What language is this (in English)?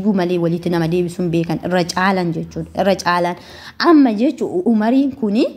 Oromo